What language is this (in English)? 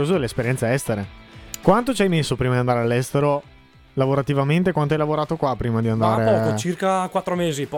Italian